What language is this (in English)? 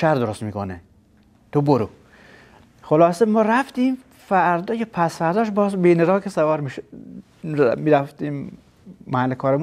Persian